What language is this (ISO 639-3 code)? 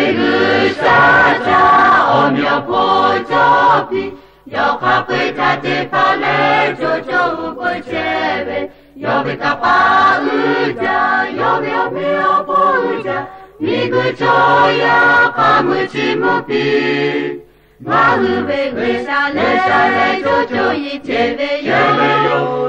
lhu